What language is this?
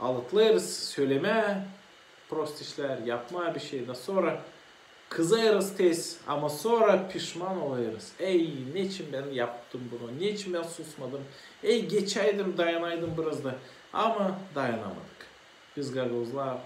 Gagauz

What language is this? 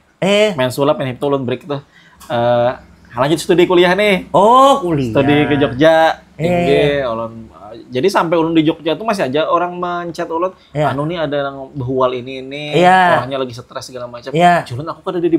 Banjar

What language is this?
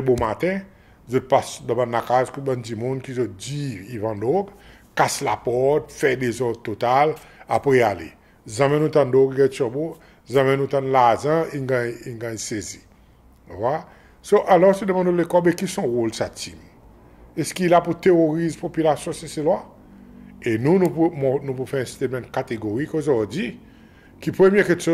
Seselwa Creole French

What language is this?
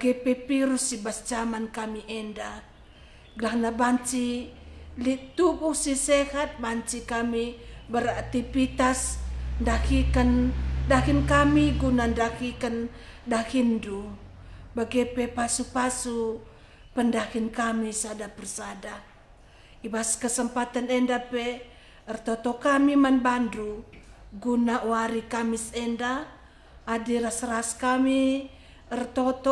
Batak Karo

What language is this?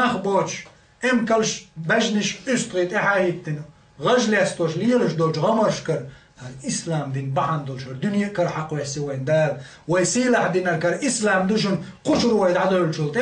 Chechen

